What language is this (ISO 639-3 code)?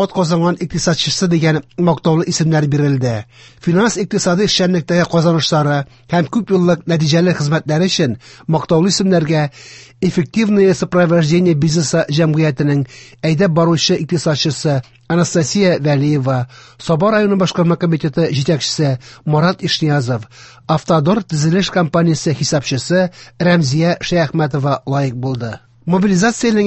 tat